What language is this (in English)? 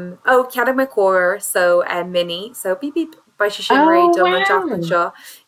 Irish